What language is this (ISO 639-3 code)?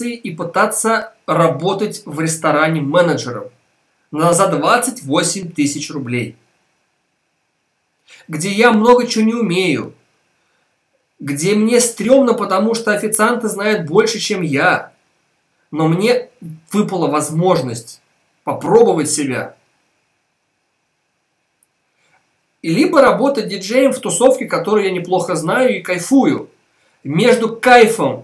rus